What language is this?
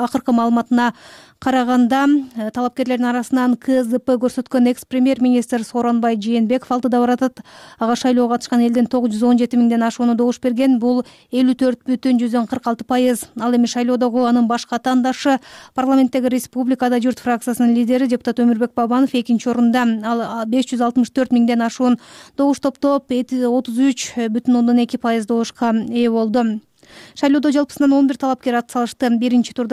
Kyrgyz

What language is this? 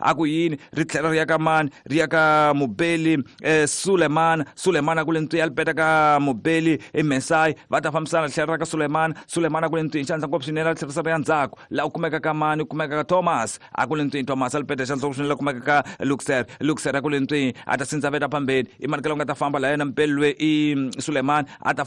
Tsonga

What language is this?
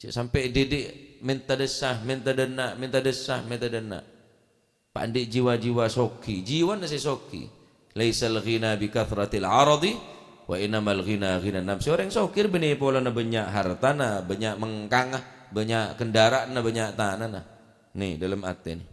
Madurese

